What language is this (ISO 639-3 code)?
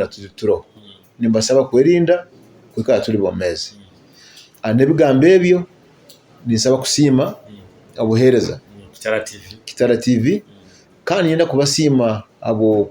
nyo